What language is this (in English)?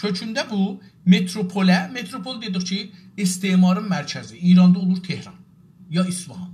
South Azerbaijani